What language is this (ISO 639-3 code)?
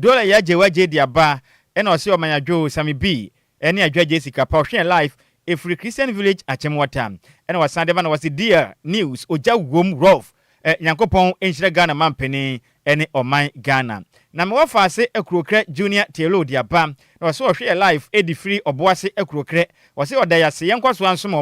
aka